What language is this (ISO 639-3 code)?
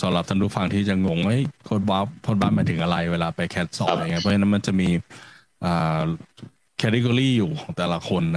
tha